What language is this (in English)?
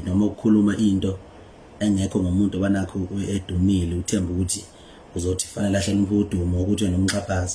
Zulu